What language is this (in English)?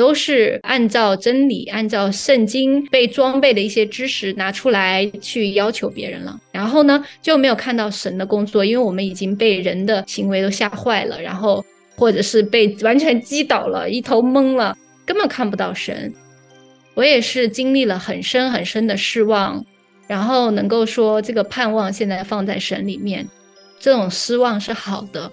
Chinese